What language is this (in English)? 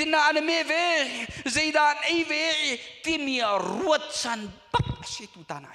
Hakha Chin